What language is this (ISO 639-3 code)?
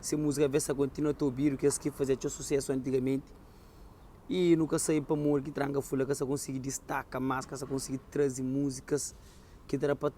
kea